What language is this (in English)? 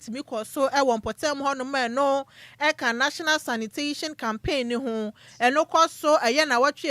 Akan